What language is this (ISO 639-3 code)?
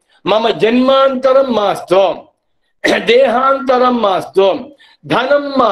san